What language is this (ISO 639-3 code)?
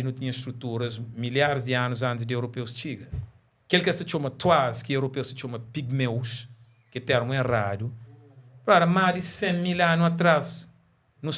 kea